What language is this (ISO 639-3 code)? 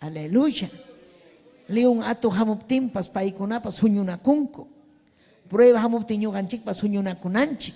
quy